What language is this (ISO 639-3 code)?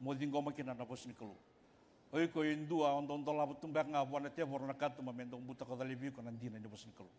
fij